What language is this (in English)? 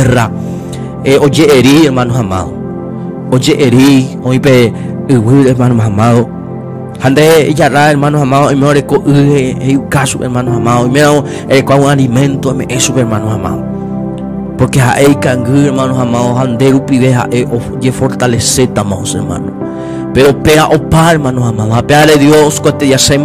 Guarani